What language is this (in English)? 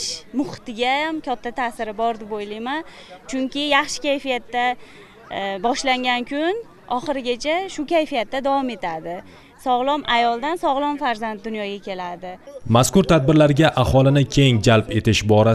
Uzbek